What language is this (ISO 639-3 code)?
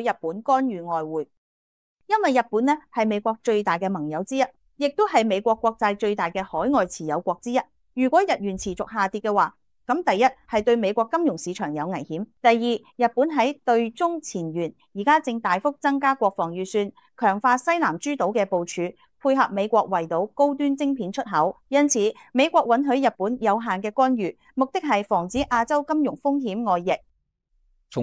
yue